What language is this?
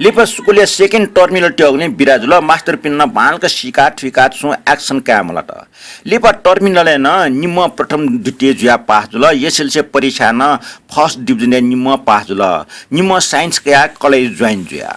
Newari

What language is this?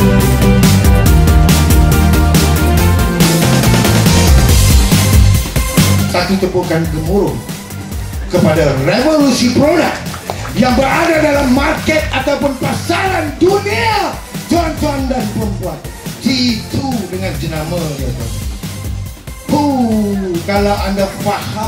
Malay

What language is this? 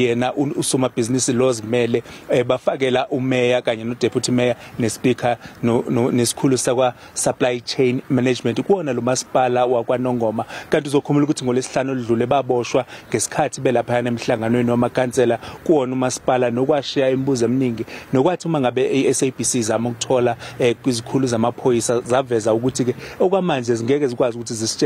Zulu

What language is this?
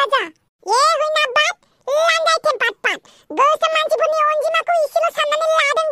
Bodo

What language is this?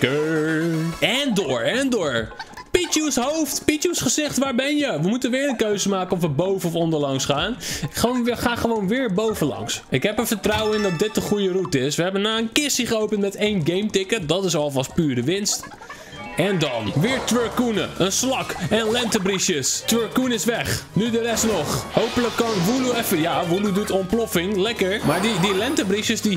Dutch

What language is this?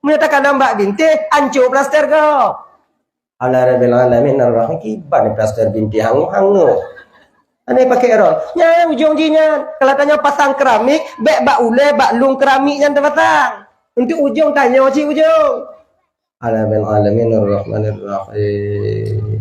Achinese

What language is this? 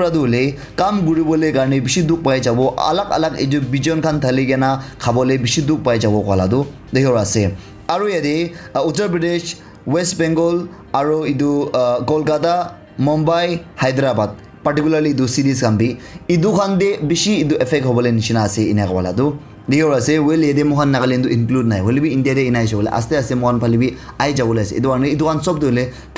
Naga Pidgin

